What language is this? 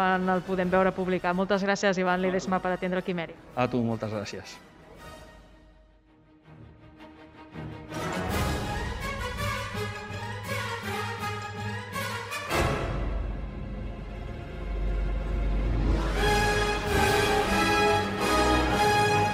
Catalan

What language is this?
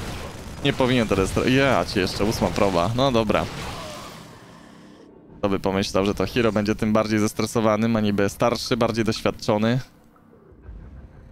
Polish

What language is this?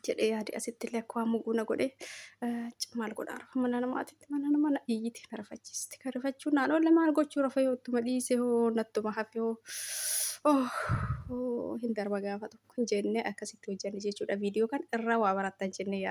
Oromo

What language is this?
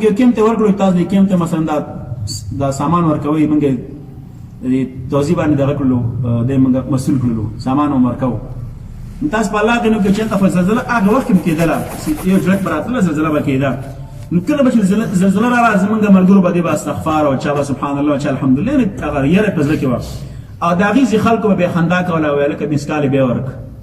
Pashto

